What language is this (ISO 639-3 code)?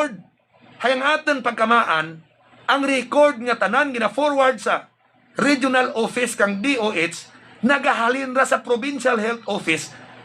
hil